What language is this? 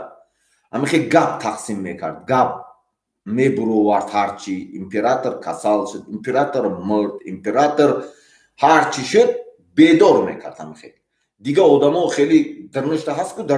Tajik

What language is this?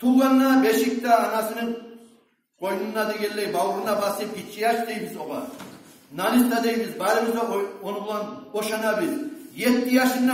Kumyk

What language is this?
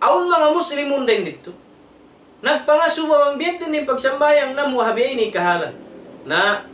Tausug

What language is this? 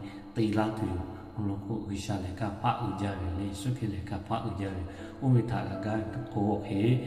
Lahu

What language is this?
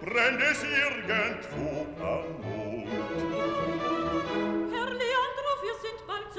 German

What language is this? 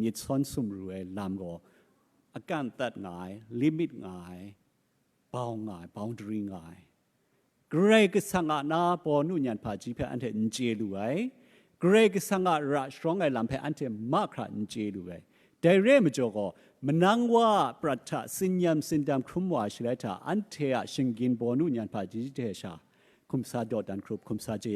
Kachin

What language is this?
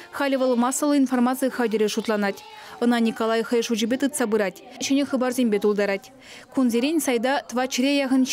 Chuvash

